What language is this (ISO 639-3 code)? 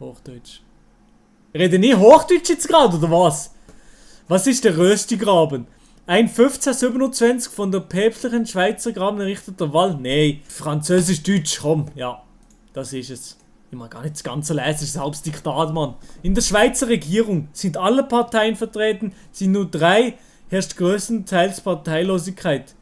gsw